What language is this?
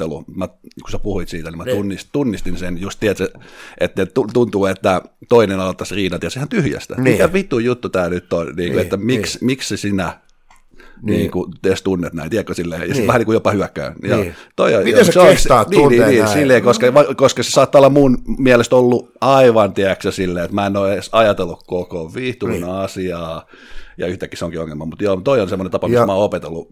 Finnish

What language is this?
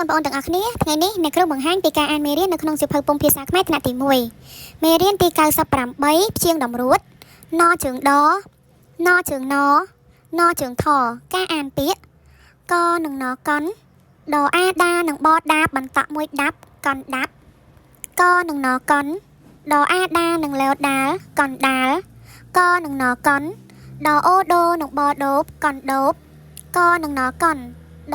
Khmer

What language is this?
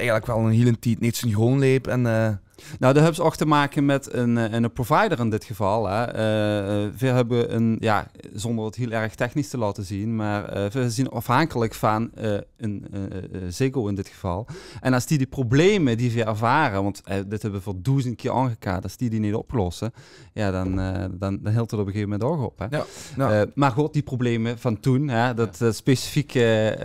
Limburgish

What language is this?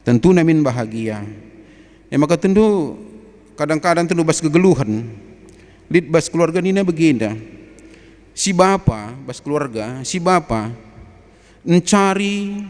Batak Karo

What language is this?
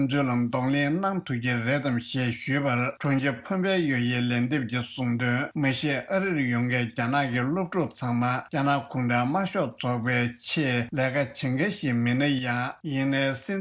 Tibetan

